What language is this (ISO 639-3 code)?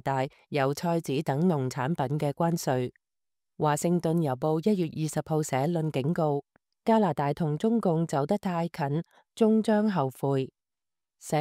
yue